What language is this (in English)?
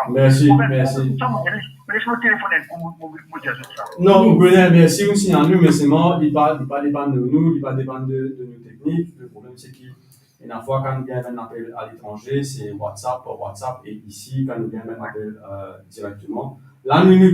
Morisyen